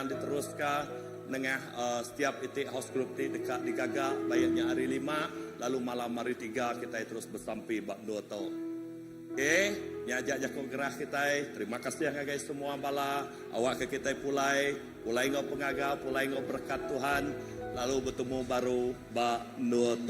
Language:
Iban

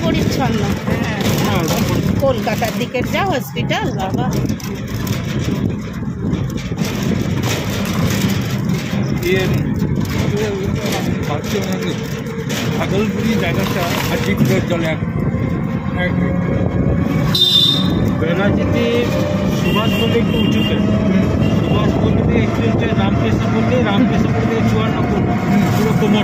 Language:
Bangla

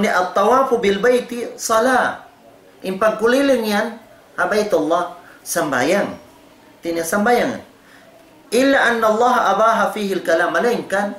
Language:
Tausug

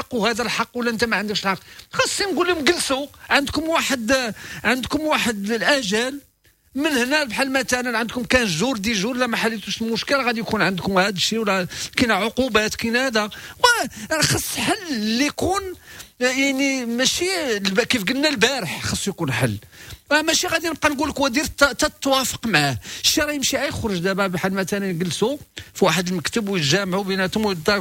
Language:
Moroccan Arabic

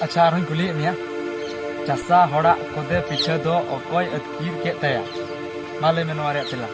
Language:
Santali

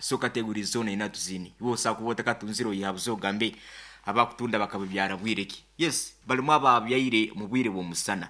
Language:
Nyoro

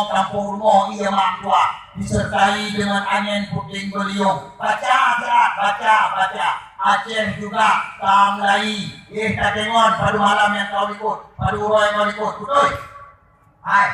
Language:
Achinese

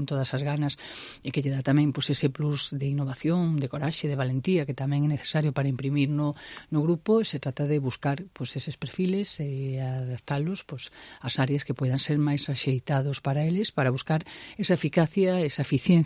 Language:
Galician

